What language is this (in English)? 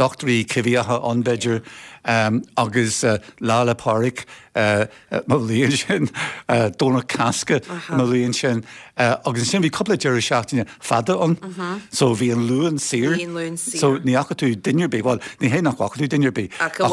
Irish